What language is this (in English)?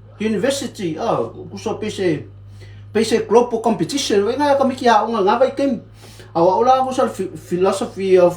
Samoan